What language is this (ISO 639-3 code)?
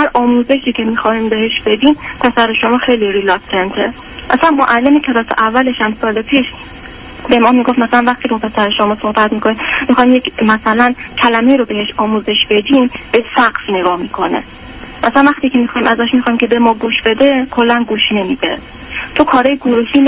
fas